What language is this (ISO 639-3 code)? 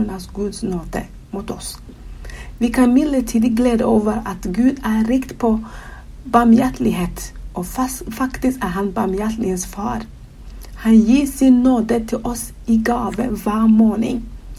nor